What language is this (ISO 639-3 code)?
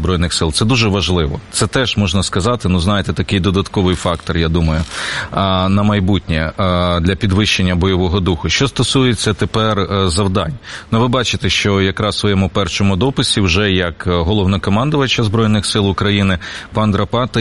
ukr